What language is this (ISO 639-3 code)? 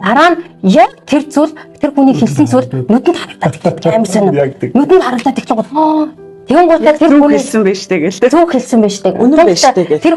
mon